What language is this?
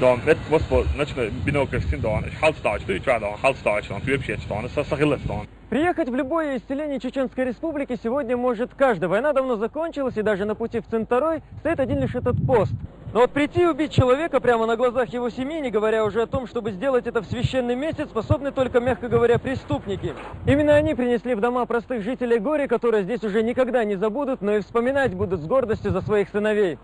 Chechen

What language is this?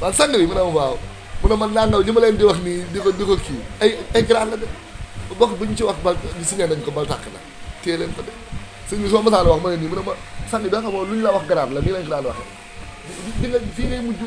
Wolof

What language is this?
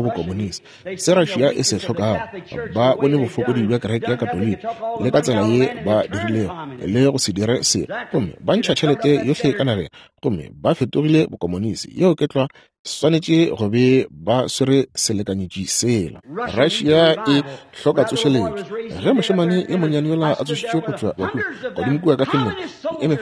Northern Sotho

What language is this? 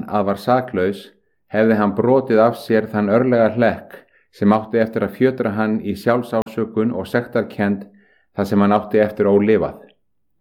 Icelandic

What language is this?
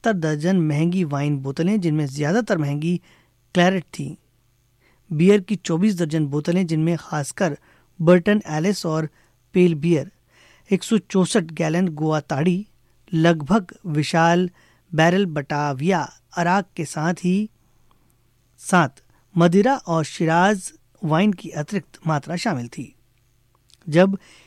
Hindi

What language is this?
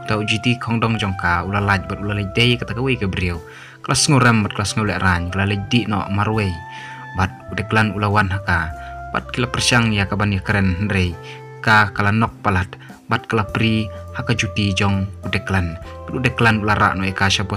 Khasi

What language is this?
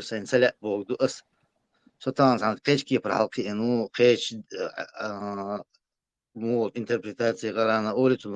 Chechen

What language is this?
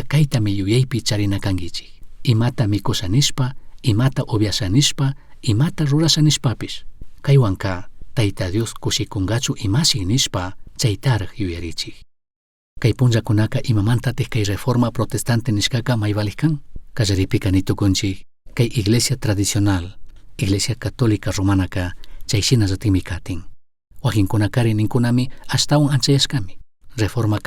Chimborazo Highland Quichua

